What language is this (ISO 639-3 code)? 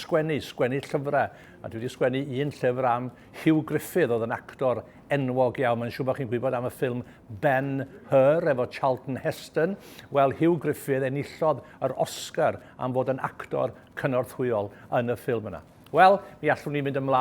cym